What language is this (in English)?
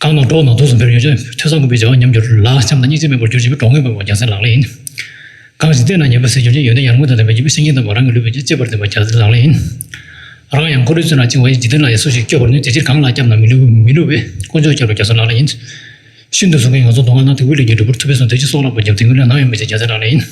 Tibetan